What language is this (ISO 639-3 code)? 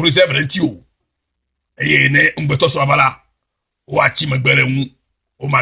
ewe